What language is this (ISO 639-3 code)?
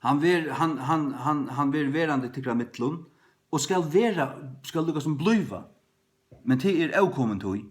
fao